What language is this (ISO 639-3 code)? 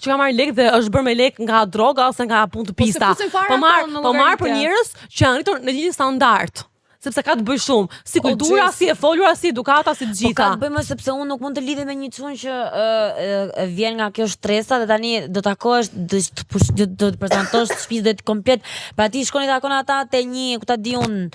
sqi